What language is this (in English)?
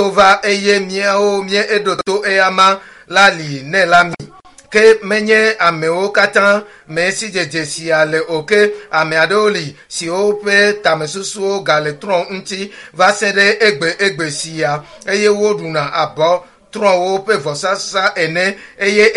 Ewe